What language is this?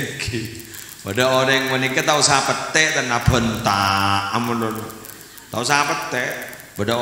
Madurese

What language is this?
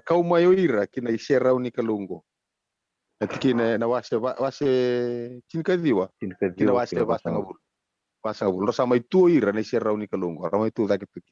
Fijian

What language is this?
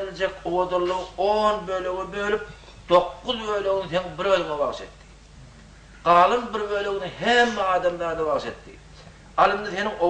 Turkmen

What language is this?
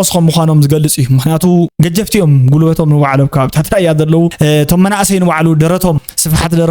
Tigrinya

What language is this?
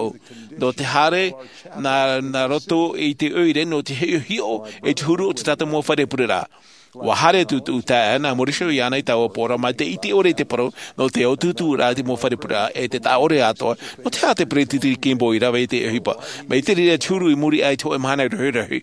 Tahitian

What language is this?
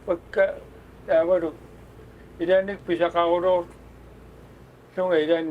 Kalaallisut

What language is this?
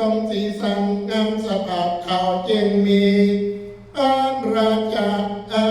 Northeastern Thai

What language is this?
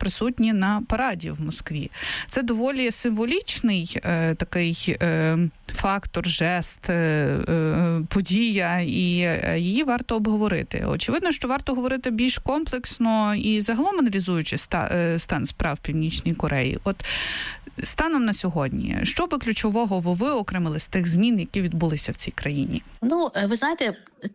Ukrainian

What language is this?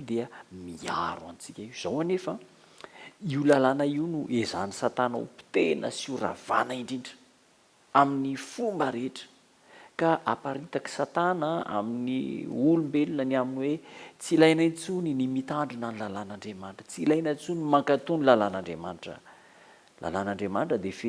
Malagasy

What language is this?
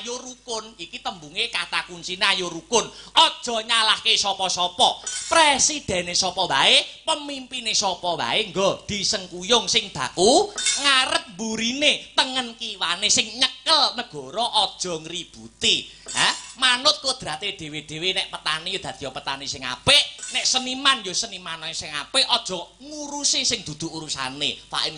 Javanese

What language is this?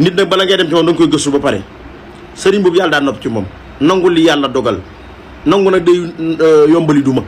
Wolof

